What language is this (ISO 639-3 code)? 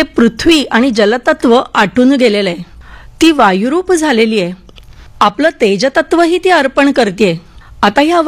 mar